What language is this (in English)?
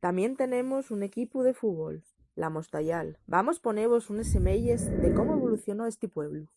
Asturian